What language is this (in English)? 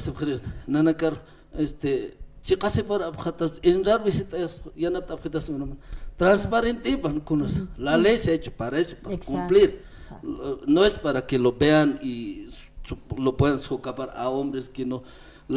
Aymara